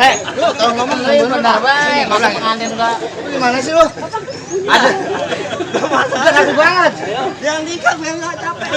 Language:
Betawi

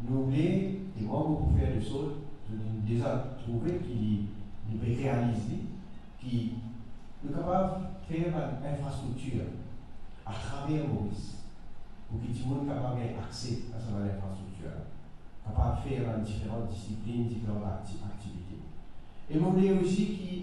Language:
Morisyen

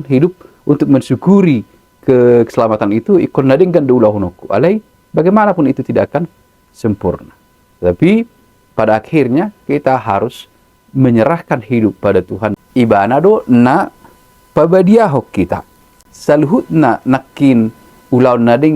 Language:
Batak Toba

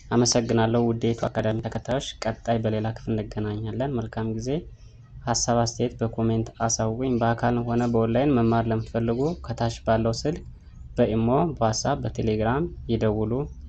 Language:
Amharic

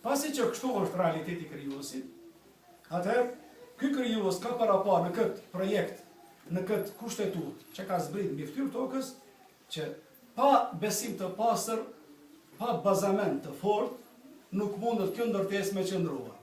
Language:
Albanian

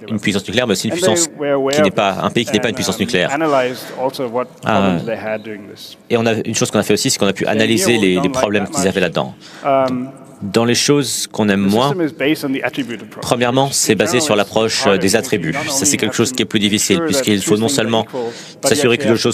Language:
French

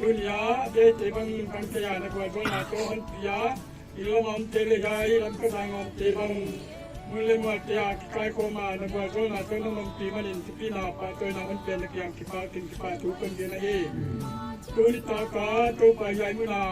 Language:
Paite Chin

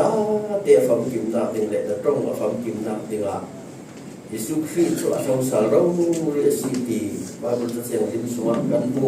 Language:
Falam Chin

